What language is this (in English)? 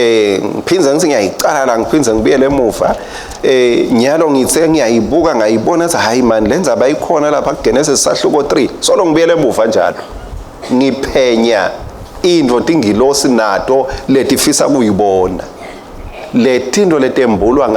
Swati